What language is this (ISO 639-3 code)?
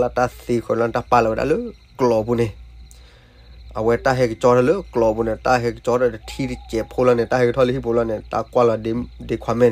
ksw